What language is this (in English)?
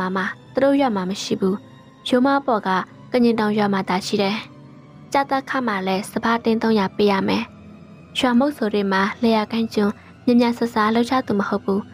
Burmese